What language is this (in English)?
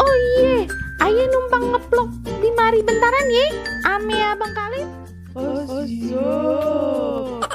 Betawi